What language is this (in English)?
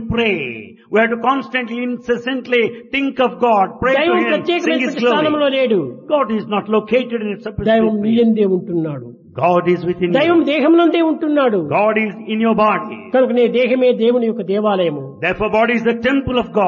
Telugu